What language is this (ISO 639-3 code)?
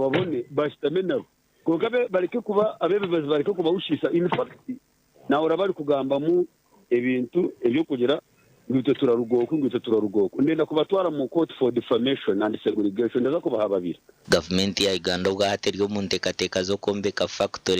nyn